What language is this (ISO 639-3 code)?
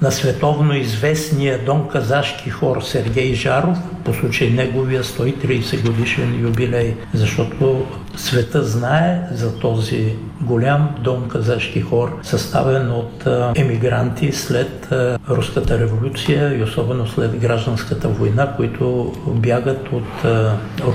bul